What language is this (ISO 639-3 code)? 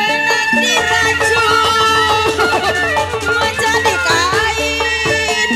bew